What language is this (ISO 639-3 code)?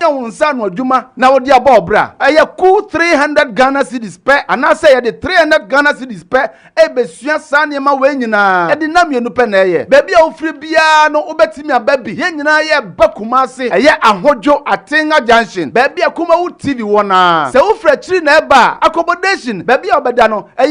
aka